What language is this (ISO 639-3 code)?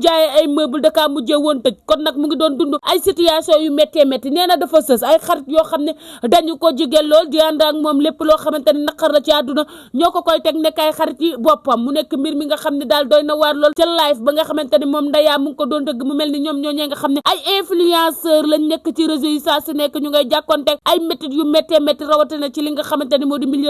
wol